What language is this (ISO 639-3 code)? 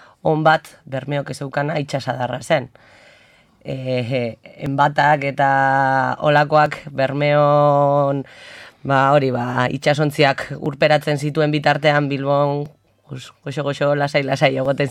eus